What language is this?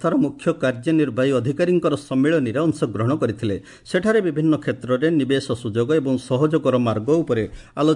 Odia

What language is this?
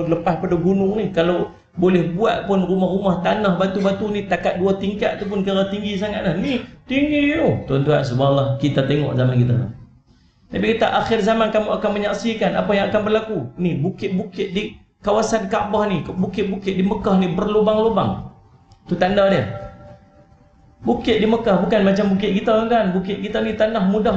Malay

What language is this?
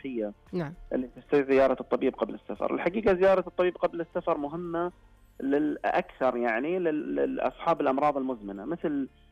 Najdi Arabic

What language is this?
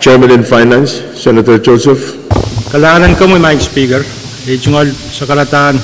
Pohnpeian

